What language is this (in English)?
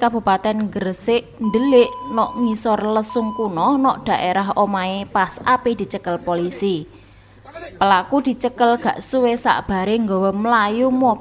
Javanese